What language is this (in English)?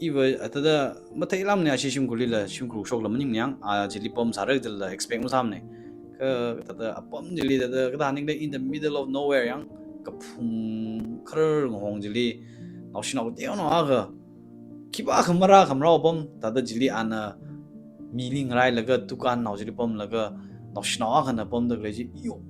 Tangkhul Naga (India)